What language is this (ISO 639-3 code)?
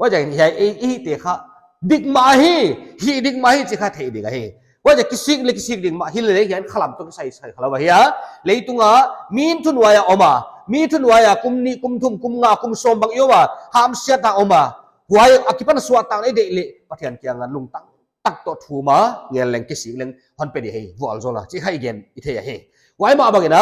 pck